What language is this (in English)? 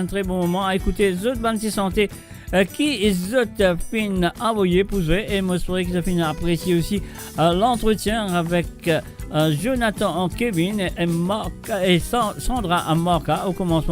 Morisyen